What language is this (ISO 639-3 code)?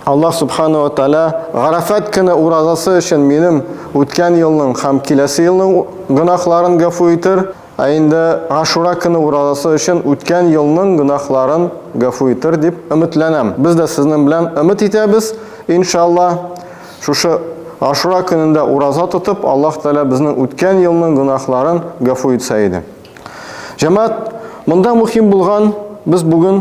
tat